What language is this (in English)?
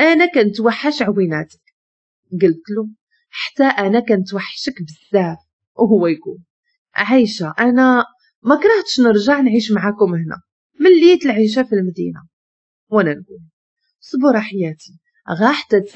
Moroccan Arabic